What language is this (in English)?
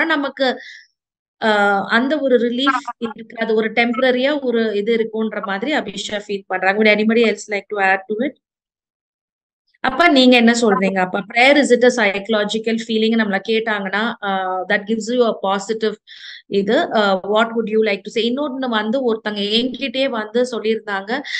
Tamil